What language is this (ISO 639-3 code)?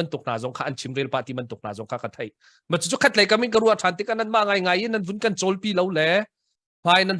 cnh